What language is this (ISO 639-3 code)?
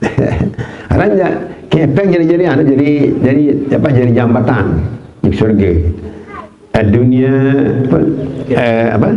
sas